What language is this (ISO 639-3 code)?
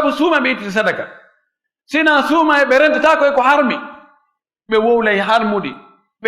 ful